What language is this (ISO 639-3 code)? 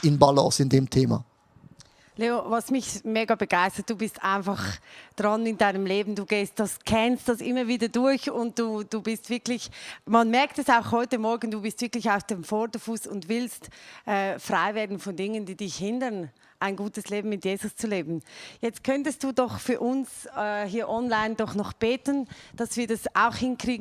gsw